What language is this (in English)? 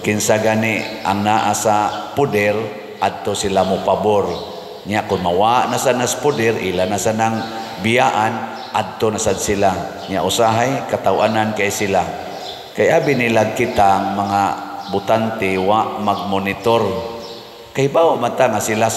Cebuano